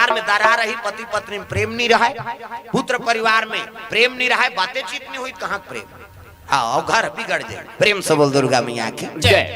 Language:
Chhattisgarhi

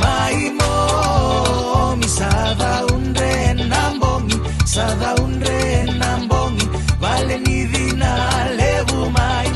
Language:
Fijian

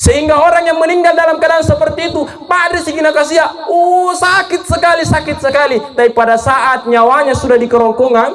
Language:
Makasar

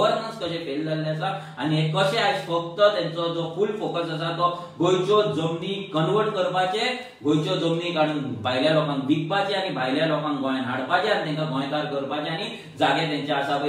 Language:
Konkani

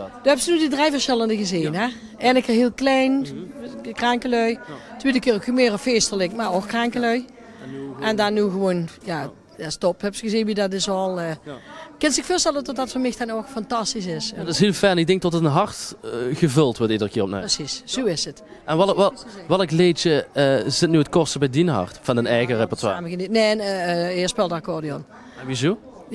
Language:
Limburgish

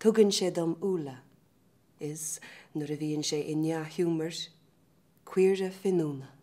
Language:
Irish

